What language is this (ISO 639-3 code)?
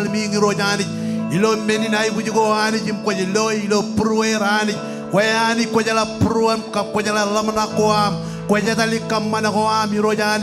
mah